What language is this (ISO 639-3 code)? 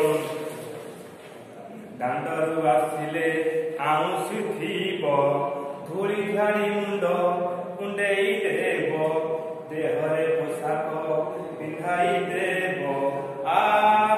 ori